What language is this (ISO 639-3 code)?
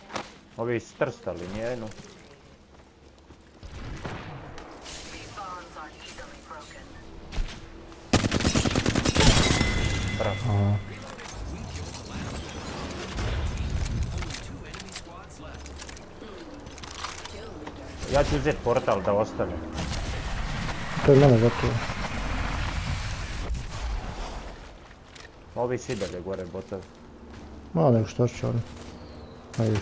hrv